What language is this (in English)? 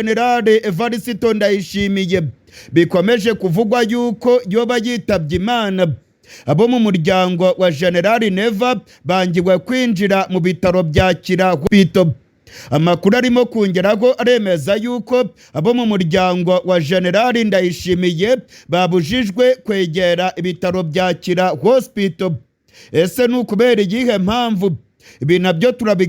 Rundi